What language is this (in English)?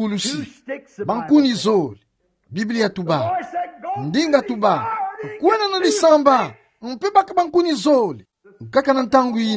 Kituba (Democratic Republic of Congo)